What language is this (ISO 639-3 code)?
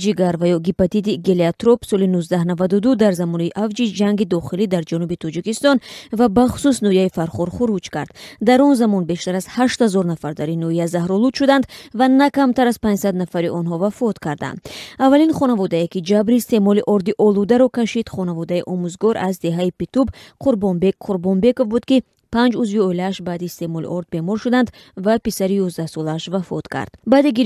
tgk